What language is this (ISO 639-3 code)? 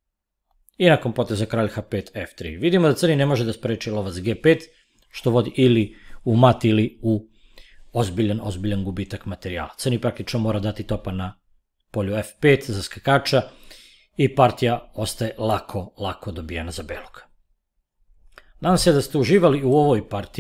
srp